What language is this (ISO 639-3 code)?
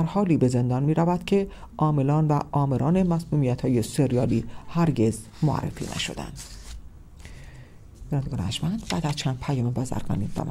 fas